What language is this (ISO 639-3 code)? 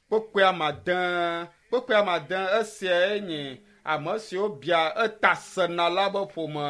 ewe